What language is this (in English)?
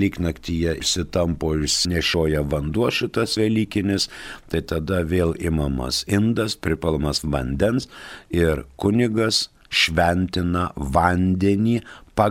Lithuanian